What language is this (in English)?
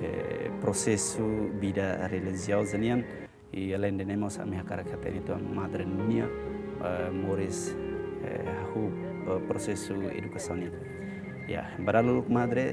Tetum